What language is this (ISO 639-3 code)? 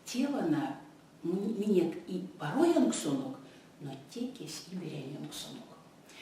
myv